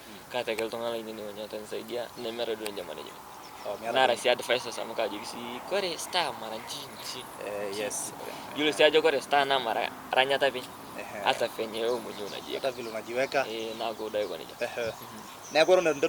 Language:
Masai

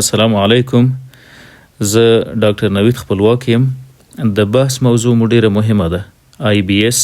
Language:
Pashto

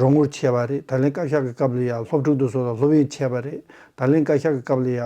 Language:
Tibetan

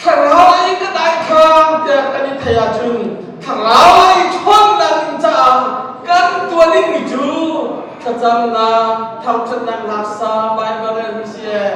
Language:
Hakha Chin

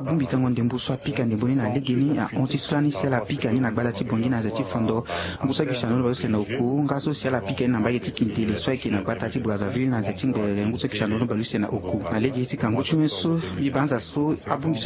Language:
Sango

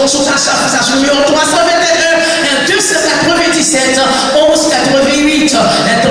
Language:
Haitian Creole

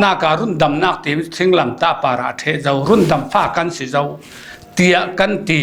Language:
Falam Chin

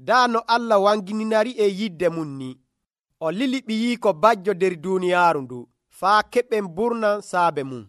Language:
Nigerian Fulfulde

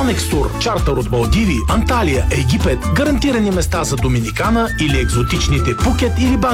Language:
Bulgarian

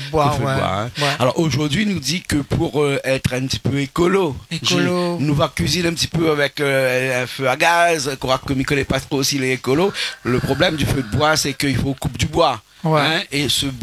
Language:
Réunion Creole French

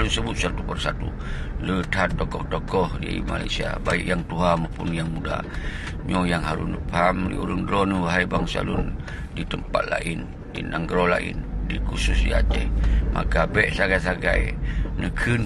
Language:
Achinese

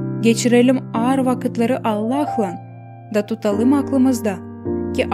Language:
Gagauz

